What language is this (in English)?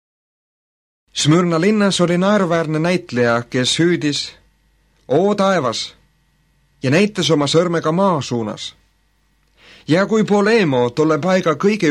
Estonian